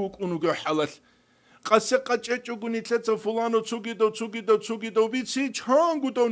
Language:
Avaric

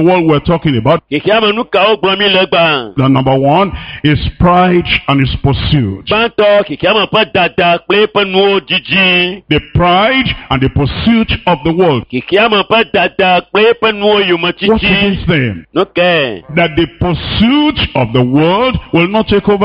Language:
Ewe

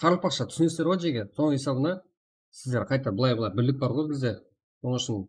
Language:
Kara-Kalpak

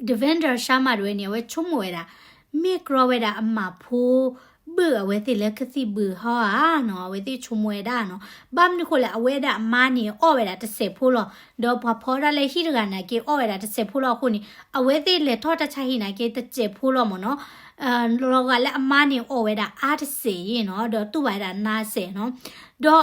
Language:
S'gaw Karen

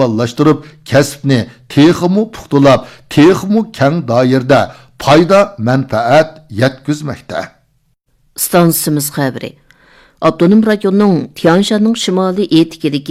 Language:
Uyghur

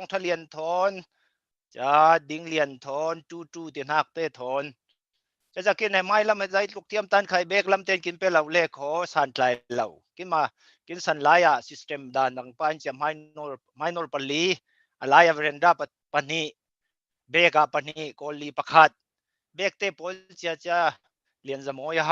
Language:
Falam Chin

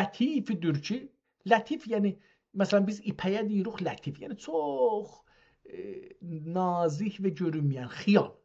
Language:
South Azerbaijani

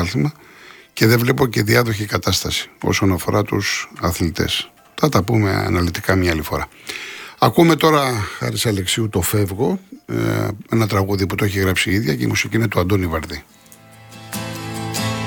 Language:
Greek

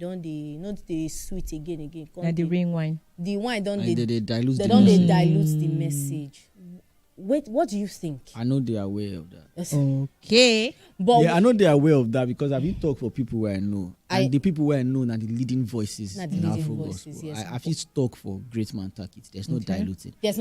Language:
Nigerian Pidgin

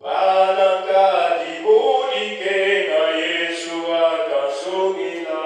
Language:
Luba-Lulua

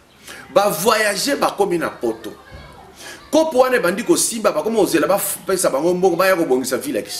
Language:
Lingala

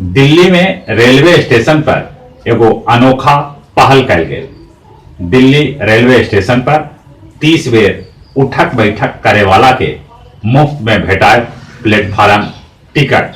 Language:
Magahi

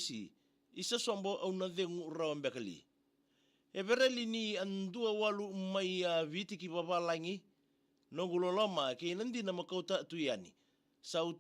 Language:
Fijian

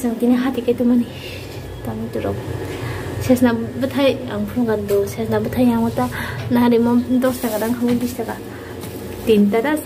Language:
Kok Borok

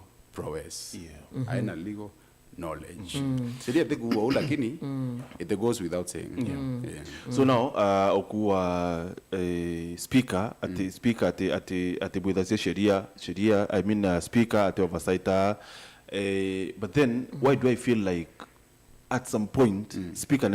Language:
Meru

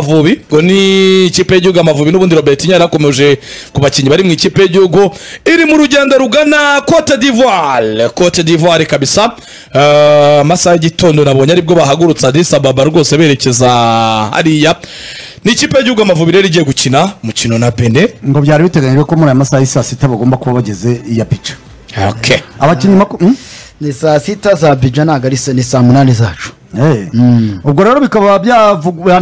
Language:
Kinyarwanda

